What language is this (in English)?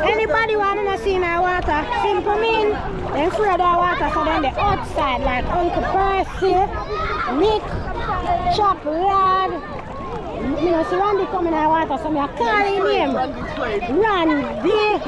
Jamaican Creole English